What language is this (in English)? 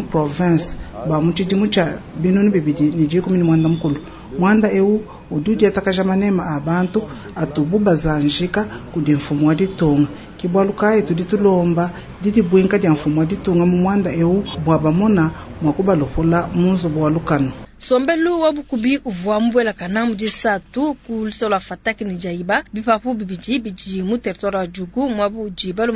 Luba-Lulua